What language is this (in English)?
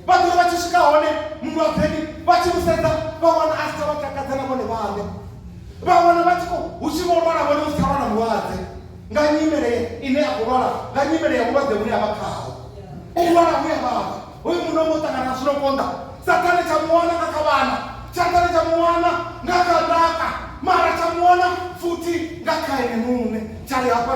Venda